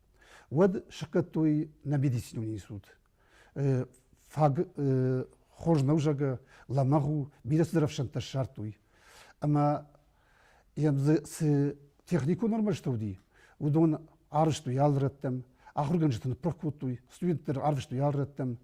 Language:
Ossetic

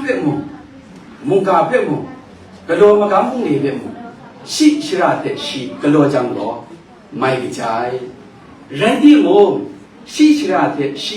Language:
Kachin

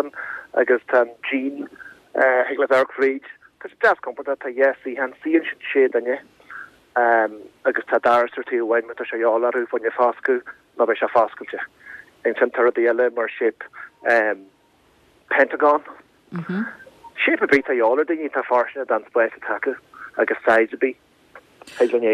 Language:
Irish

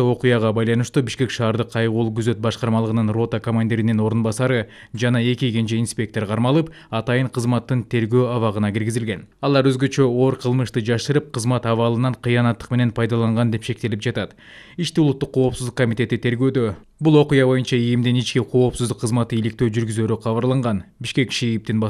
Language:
Kyrgyz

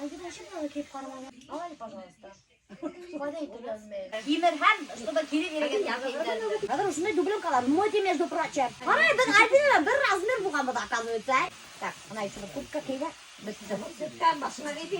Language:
Bashkir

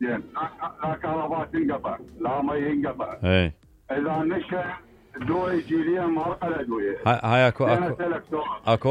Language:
Mesopotamian Arabic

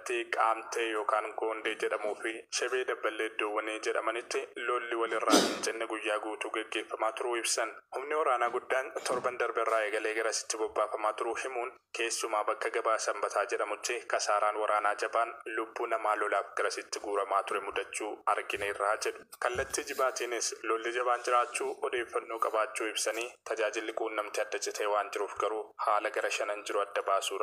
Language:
Oromo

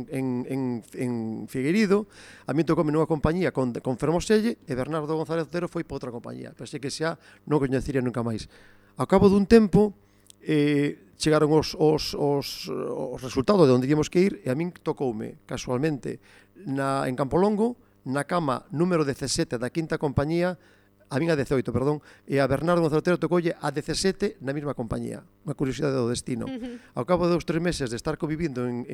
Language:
Galician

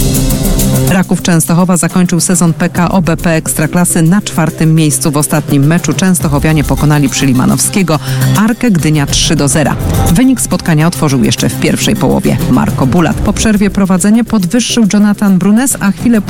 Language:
Polish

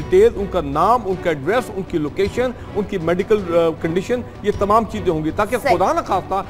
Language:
Urdu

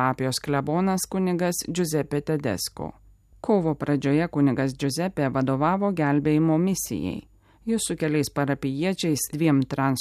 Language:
Lithuanian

